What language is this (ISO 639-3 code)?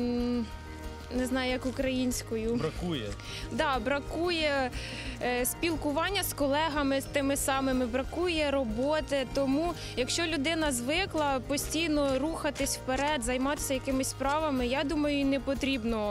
ukr